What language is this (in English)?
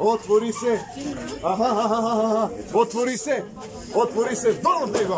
Macedonian